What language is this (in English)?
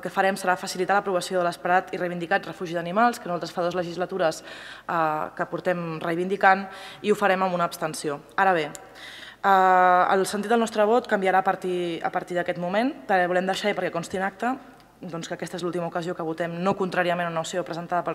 Catalan